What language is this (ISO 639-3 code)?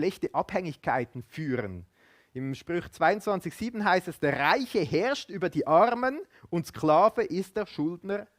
gsw